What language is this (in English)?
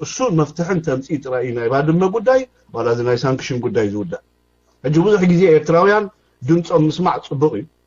Tigrinya